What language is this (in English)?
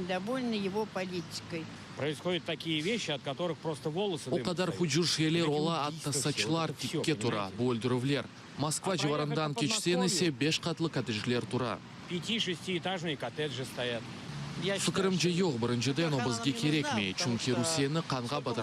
Crimean Tatar